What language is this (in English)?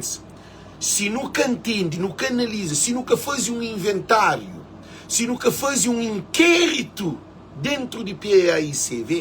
Kabuverdianu